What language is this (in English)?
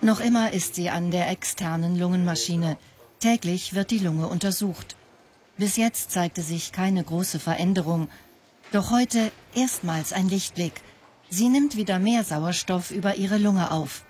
Swiss German